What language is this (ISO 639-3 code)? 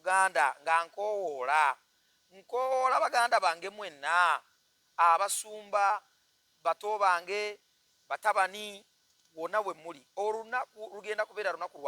lug